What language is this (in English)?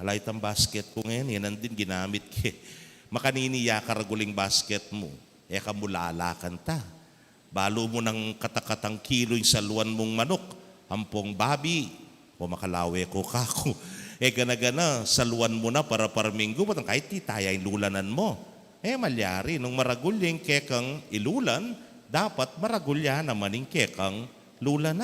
Pampanga